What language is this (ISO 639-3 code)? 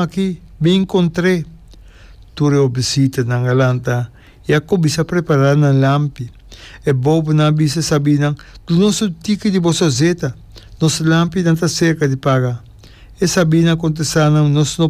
pap